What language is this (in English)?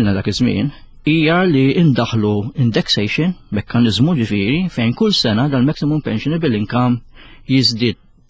Maltese